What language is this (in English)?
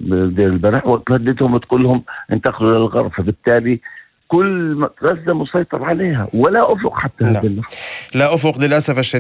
North Levantine Arabic